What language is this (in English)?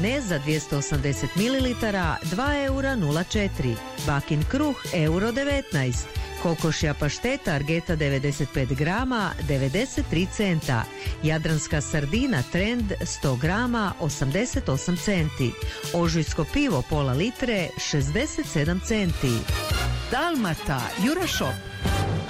Croatian